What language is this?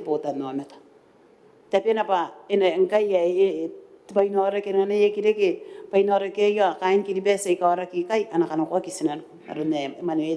Gilbertese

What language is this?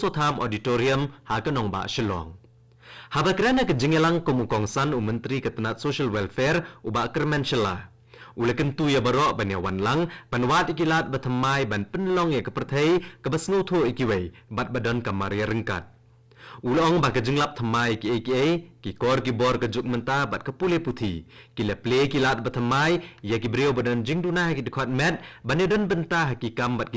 Khasi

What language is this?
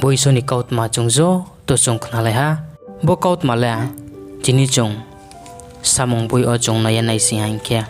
Riang (India)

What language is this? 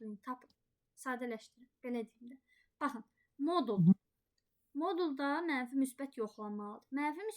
Azerbaijani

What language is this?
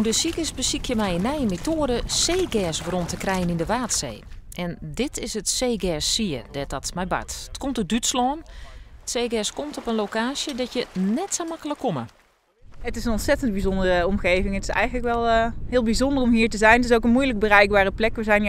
Western Frisian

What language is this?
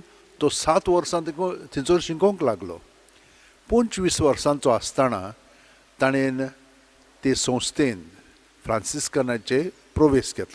Konkani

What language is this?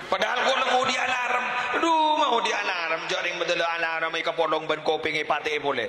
Madurese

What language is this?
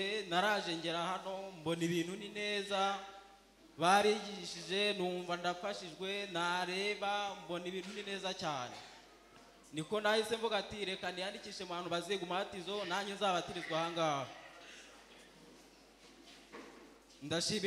Kinyarwanda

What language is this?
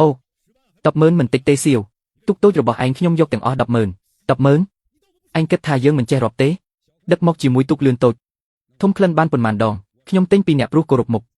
Khmer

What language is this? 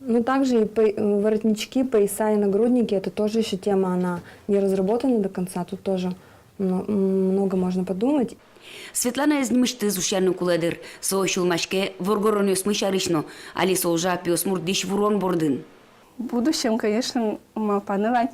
Udmurt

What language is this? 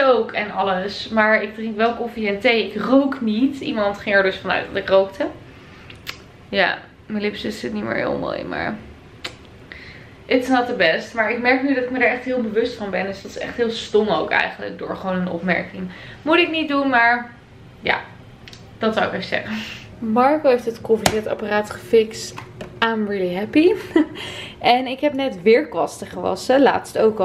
Dutch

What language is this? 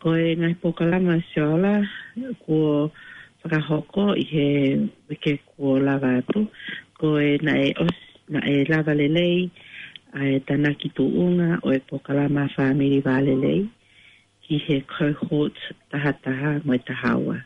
Tongan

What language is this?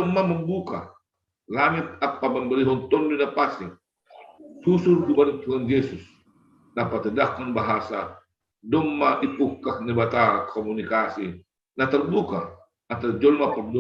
Batak Simalungun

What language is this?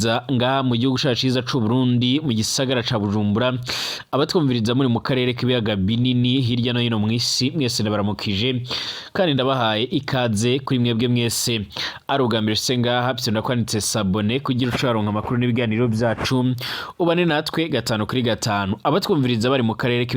Rundi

